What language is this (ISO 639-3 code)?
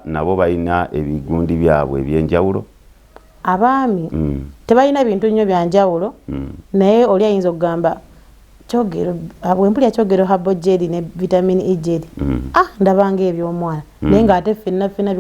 lug